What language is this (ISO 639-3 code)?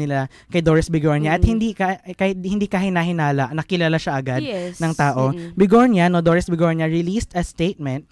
fil